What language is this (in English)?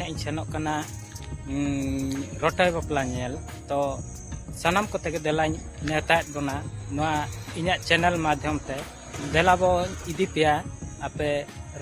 Santali